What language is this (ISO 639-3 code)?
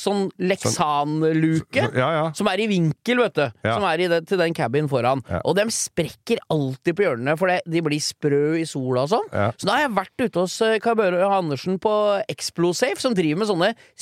nor